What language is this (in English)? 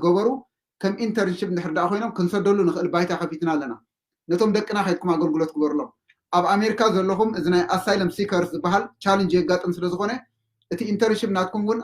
Tigrinya